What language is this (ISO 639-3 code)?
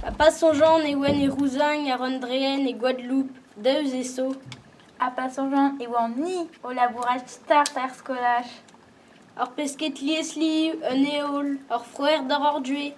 bre